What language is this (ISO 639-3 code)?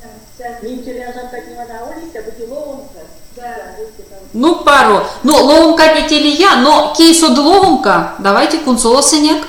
myv